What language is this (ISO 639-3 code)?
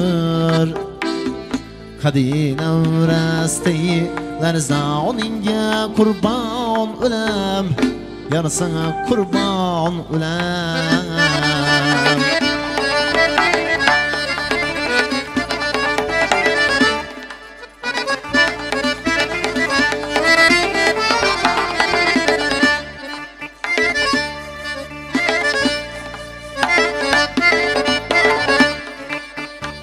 tur